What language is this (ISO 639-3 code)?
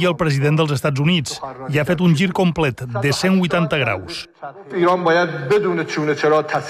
cat